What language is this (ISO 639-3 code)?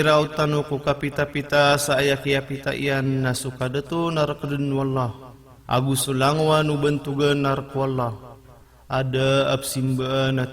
mrw